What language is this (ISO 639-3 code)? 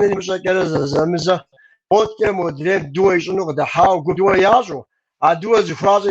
kbd